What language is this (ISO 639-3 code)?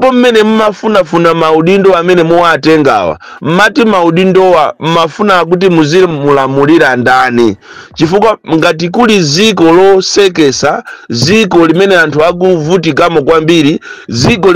nya